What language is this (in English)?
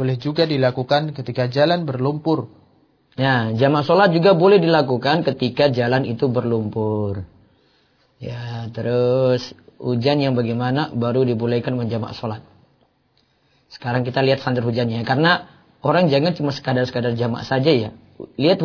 Indonesian